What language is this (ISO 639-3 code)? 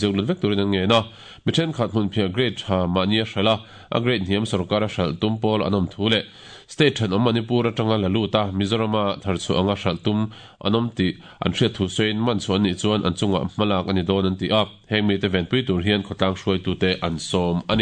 lus